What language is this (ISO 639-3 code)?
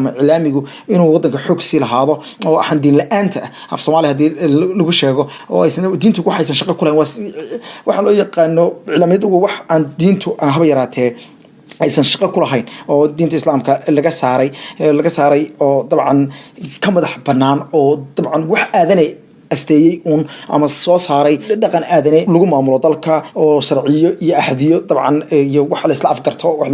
som